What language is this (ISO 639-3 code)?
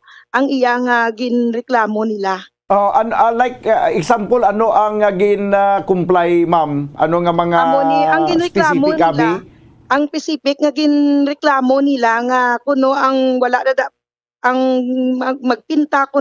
hil